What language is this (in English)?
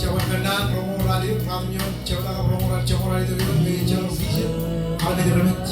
Marshallese